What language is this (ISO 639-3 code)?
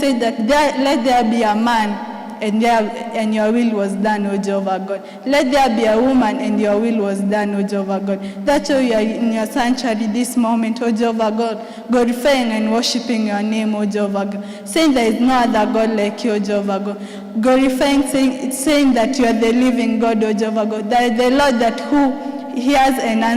kik